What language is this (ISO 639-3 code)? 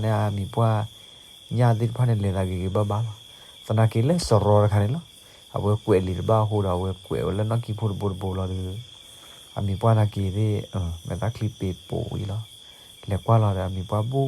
ksw